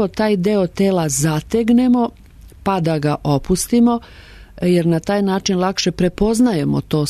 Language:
Serbian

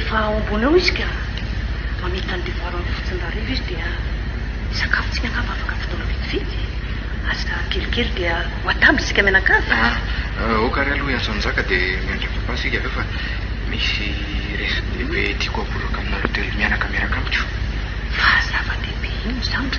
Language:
Malagasy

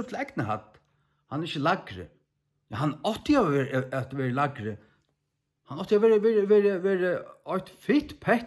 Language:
Faroese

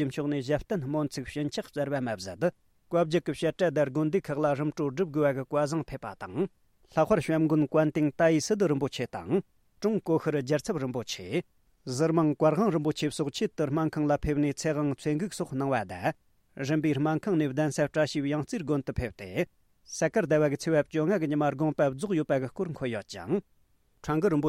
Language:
Tibetan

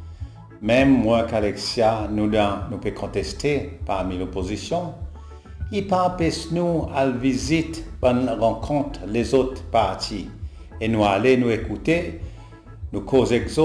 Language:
Seselwa Creole French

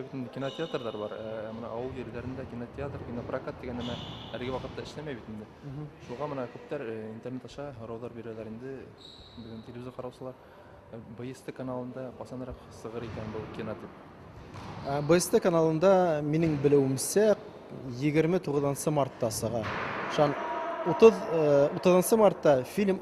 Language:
Bashkir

